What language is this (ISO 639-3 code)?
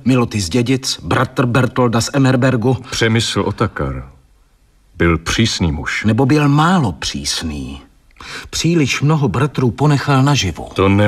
ces